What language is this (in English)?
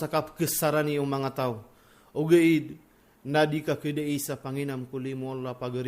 Maranao